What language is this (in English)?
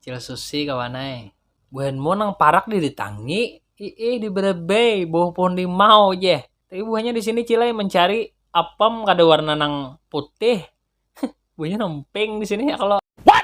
Banjar